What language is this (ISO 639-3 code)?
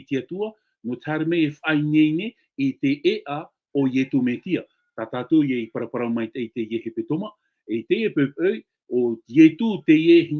tah